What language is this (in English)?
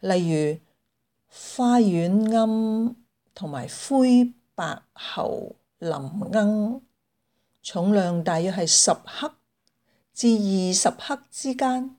Cantonese